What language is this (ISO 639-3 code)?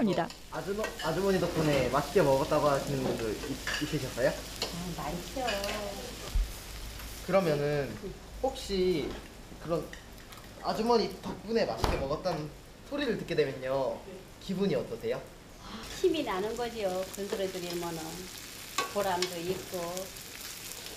kor